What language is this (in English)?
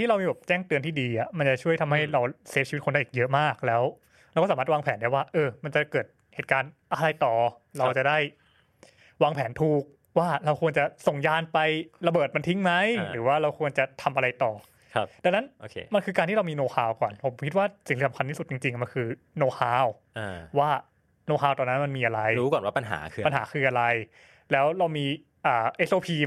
Thai